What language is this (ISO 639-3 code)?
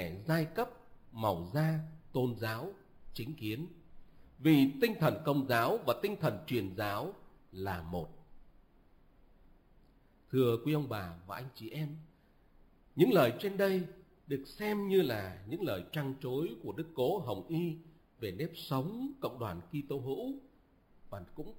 vie